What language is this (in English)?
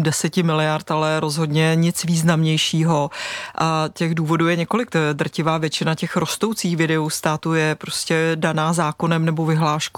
Czech